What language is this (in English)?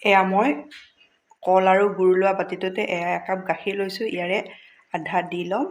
Assamese